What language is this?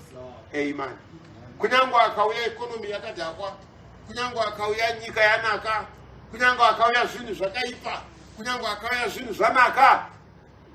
Shona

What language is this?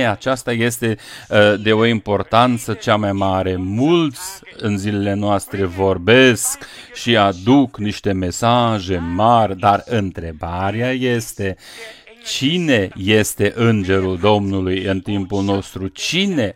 Romanian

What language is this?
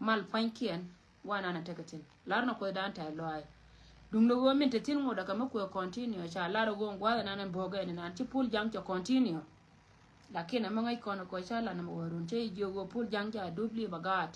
Nuer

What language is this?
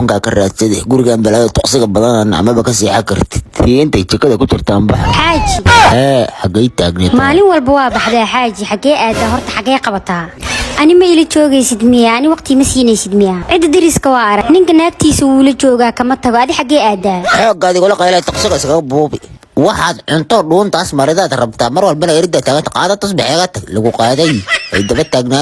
Somali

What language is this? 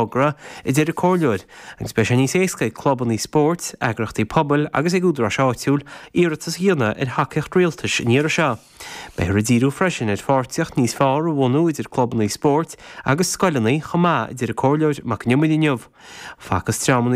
Irish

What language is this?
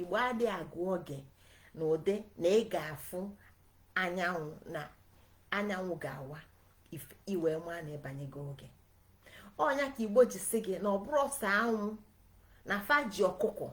Igbo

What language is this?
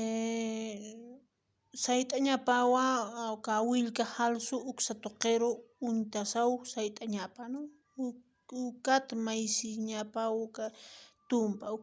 Aymara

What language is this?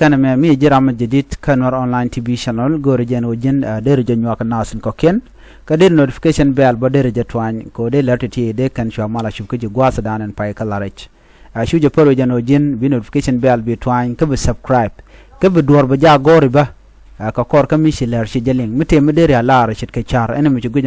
Nuer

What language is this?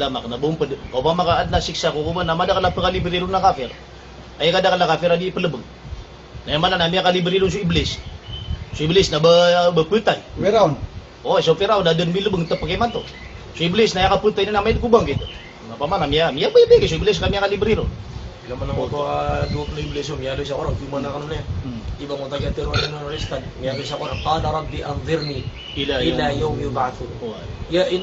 Maranao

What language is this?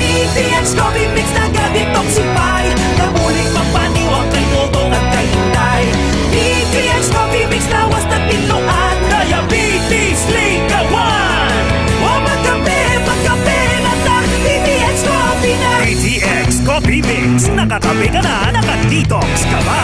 Hiligaynon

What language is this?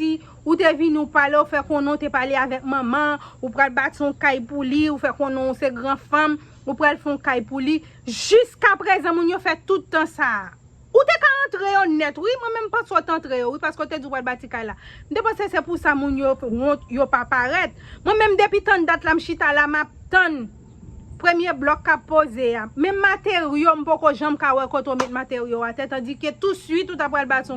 Haitian Creole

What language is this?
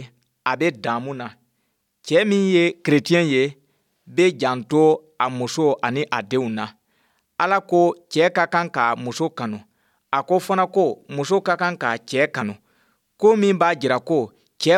Bambara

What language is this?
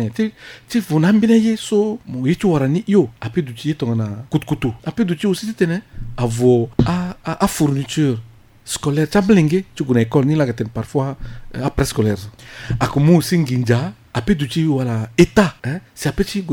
Sango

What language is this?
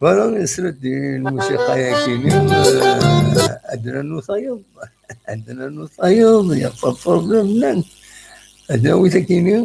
Kabyle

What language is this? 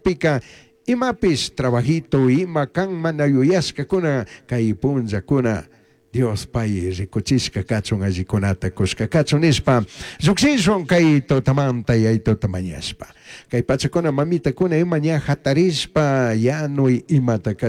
Chimborazo Highland Quichua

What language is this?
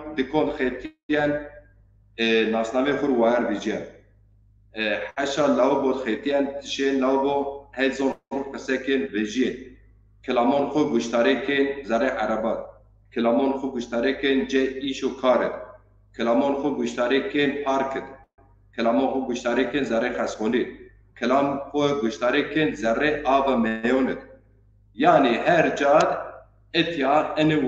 Zaza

